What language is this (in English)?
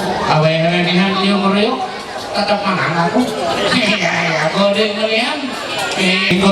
Ma'anyan